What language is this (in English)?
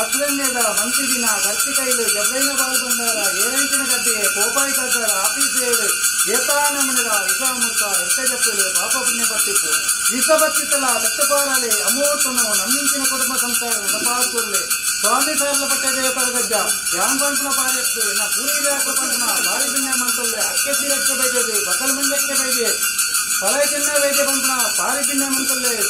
Tulu